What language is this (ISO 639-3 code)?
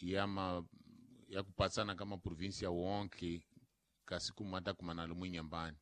tso